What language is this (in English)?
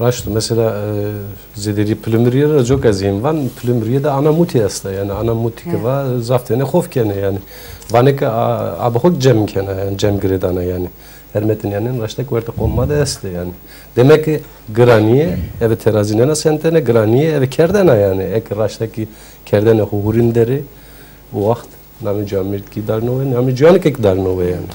Zaza